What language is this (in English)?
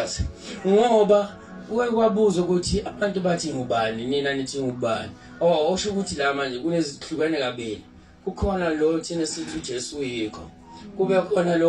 Zulu